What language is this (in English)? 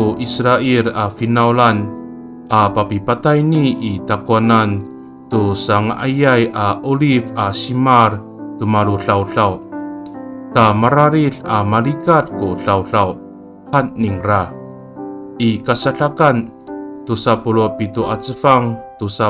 Amis